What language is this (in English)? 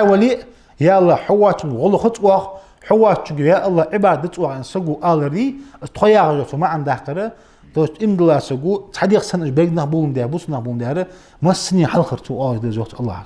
Ingush